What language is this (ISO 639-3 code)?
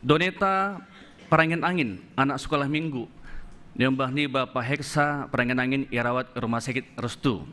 bts